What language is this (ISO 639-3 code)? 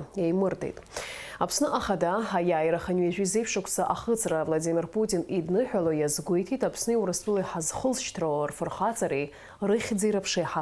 abk